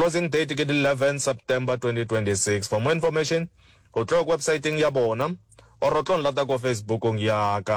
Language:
Northern Sotho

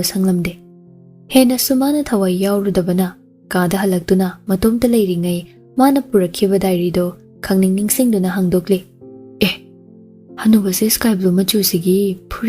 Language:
Manipuri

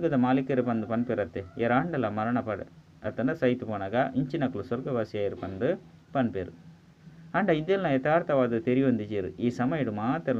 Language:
Tulu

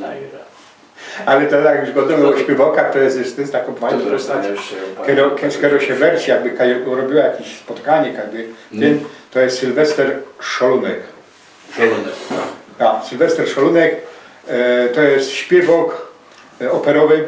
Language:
Silesian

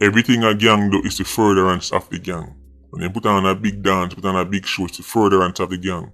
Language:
Jamaican Creole English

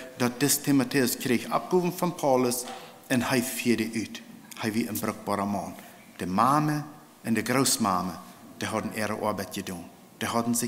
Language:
Plautdietsch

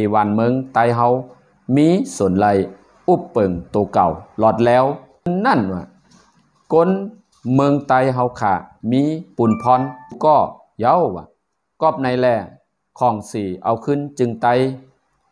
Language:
Shan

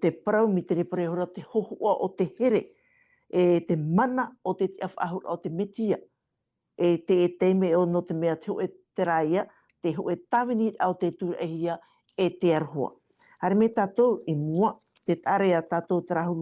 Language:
Tahitian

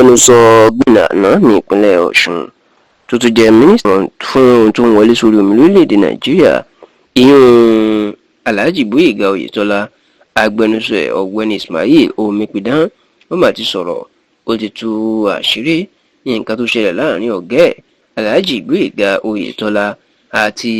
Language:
Yoruba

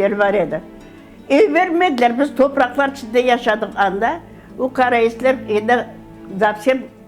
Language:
Crimean Tatar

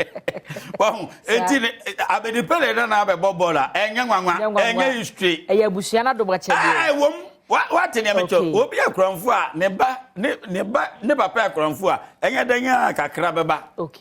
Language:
Akan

